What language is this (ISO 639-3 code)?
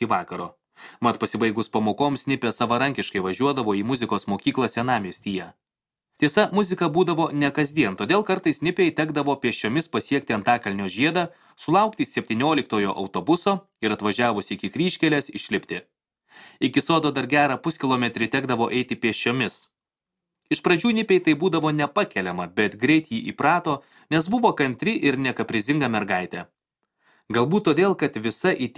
lit